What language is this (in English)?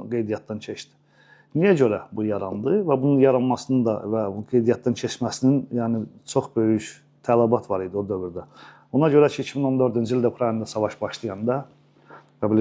Azerbaijani